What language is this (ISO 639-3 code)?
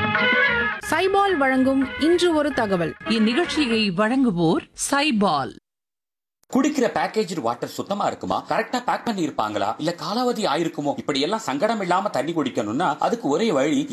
tam